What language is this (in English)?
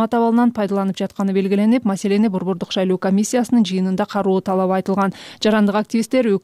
Kyrgyz